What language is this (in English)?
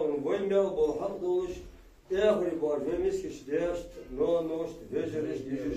Ingush